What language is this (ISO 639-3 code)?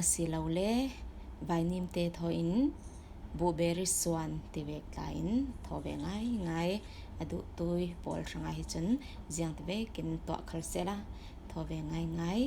cfm